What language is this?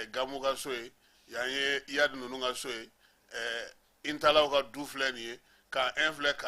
Bambara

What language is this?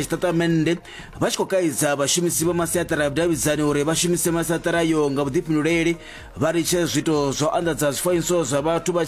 Venda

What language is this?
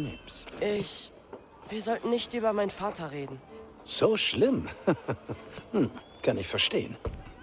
Bavarian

